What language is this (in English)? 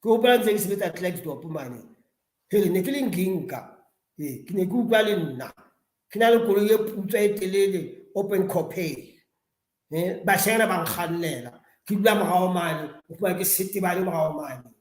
Southern Sotho